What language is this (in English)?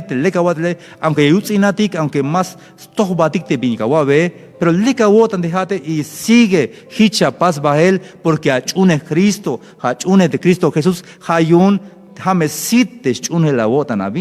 Tzeltal